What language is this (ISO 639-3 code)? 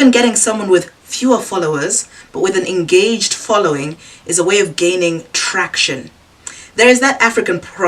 eng